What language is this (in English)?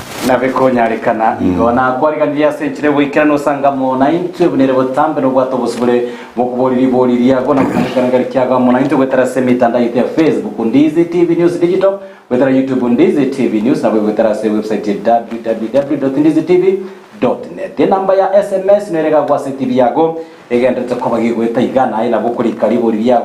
Gusii